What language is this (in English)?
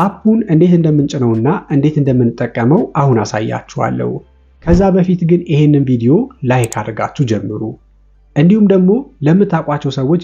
Amharic